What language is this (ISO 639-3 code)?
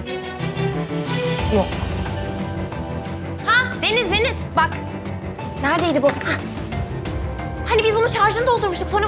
tur